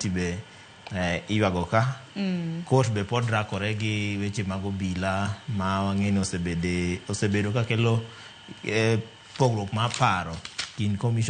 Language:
Luo (Kenya and Tanzania)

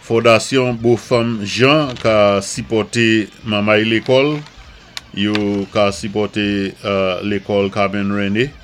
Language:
Saint Lucian Creole French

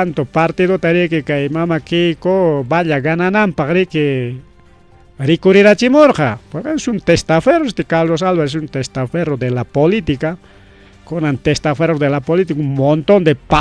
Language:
Ayacucho Quechua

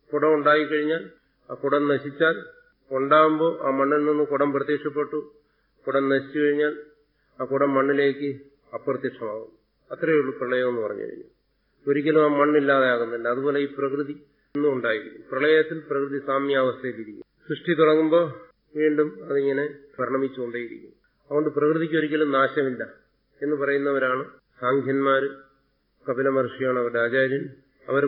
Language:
Malayalam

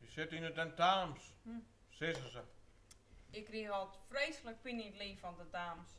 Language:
Western Frisian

